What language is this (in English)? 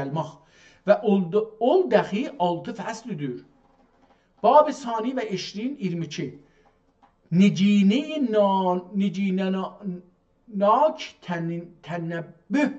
South Azerbaijani